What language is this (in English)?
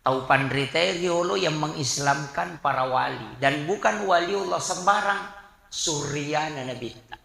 Buginese